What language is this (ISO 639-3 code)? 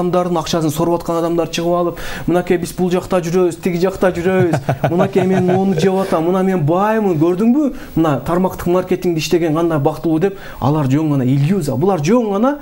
kir